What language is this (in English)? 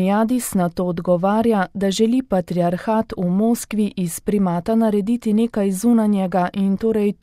Slovenian